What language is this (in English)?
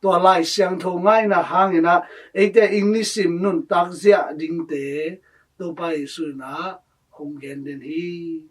Tedim Chin